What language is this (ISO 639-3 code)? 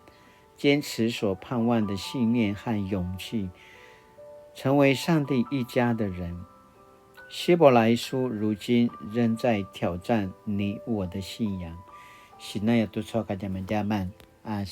pwn